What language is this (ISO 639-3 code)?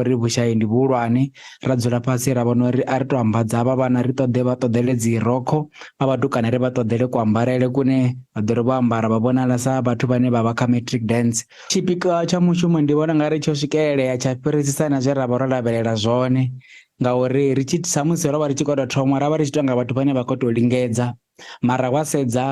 ven